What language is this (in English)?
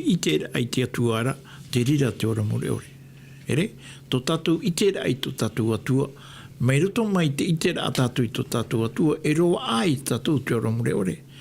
Tahitian